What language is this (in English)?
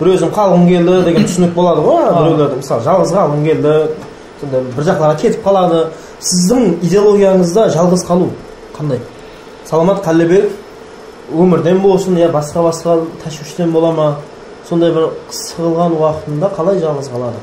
Kara-Kalpak